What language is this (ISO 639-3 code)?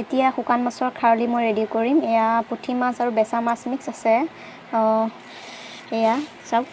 asm